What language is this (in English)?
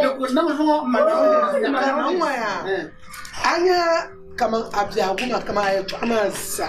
Dagbani